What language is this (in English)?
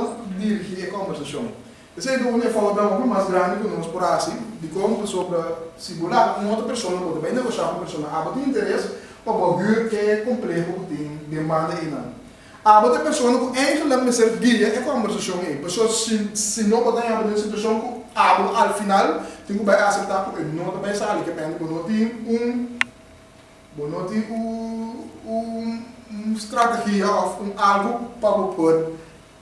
Papiamento